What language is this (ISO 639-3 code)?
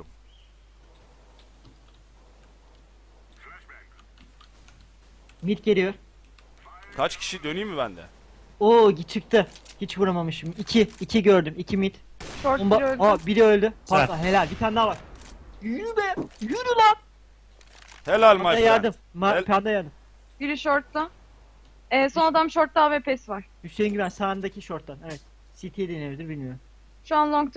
tur